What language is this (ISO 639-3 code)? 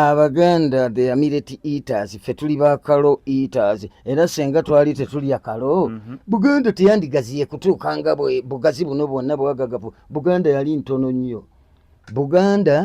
lug